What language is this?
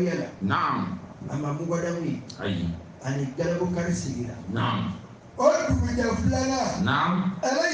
Bambara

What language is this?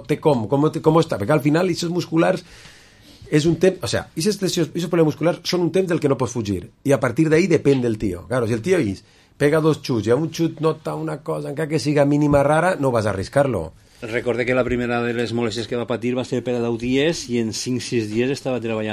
Catalan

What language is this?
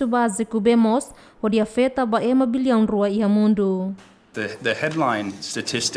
Tetum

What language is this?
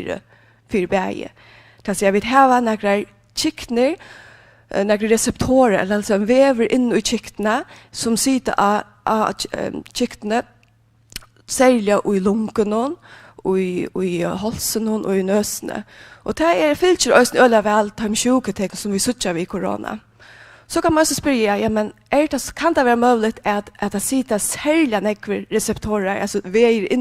Faroese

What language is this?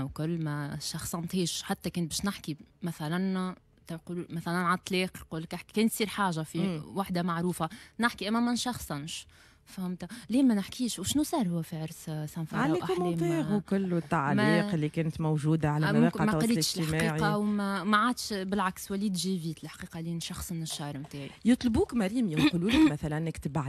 Tunisian Arabic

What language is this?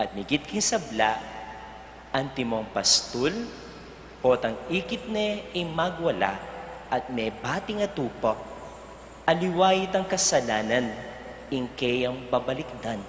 Pampanga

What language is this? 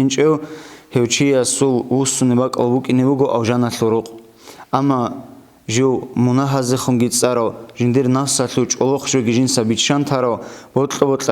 Avaric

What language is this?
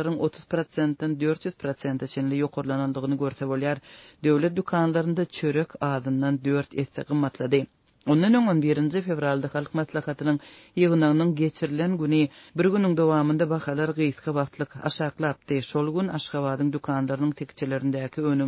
Turkmen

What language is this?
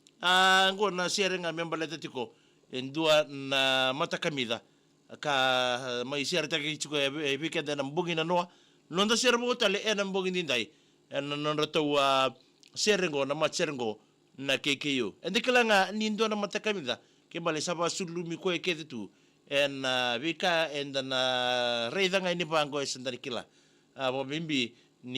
Fijian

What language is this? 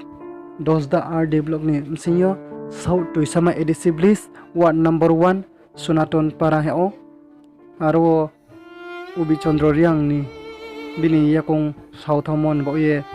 Riang (India)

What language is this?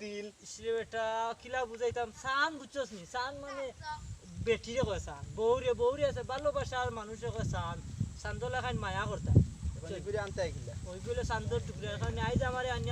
Sylheti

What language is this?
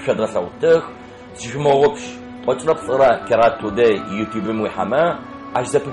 Adyghe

